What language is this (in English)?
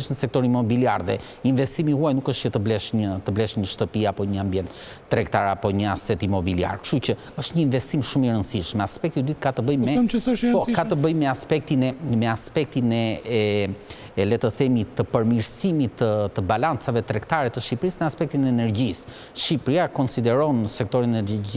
Albanian